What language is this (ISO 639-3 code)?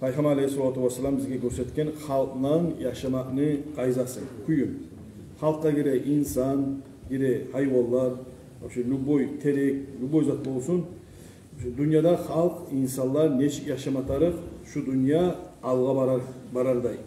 kum